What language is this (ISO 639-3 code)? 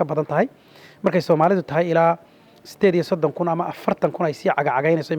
som